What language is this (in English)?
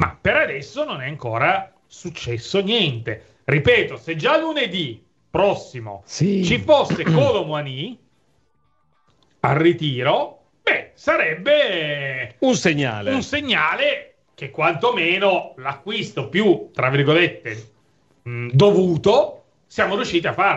Italian